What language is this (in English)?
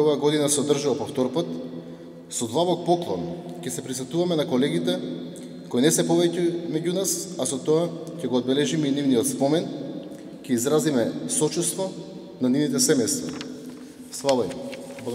Macedonian